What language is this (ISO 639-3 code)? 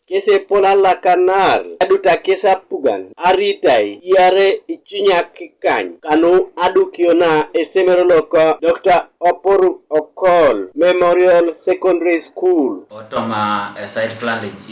teo